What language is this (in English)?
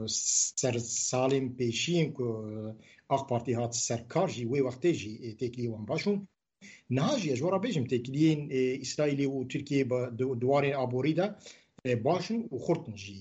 Kurdish